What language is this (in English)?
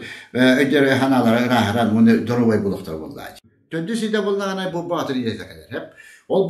Yakut